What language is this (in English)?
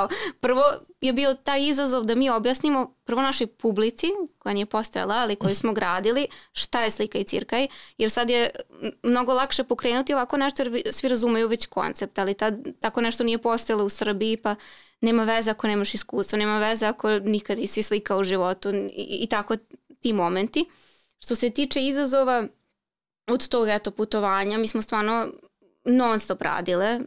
Serbian